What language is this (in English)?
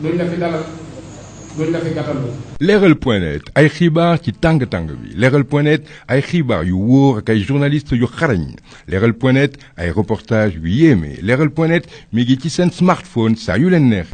Wolof